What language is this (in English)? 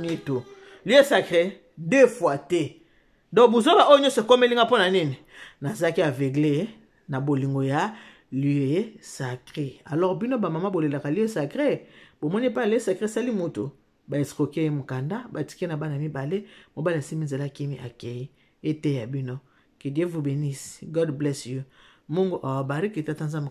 Lingala